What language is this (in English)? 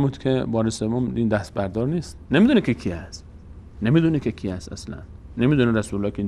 Persian